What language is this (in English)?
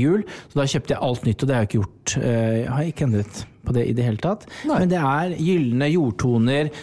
Norwegian